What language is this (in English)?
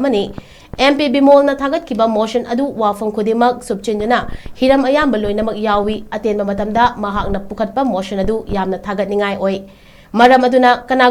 Manipuri